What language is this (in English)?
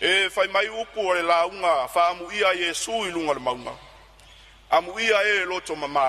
Samoan